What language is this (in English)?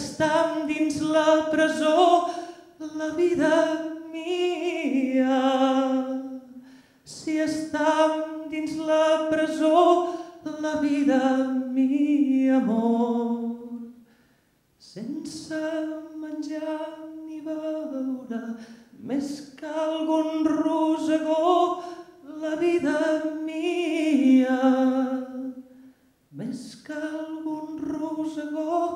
Catalan